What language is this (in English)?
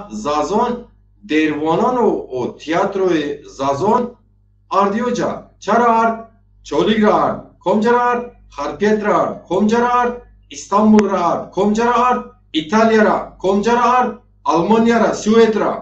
Zaza